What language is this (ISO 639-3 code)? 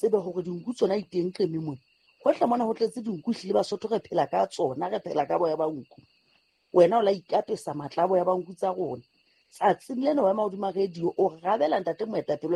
sot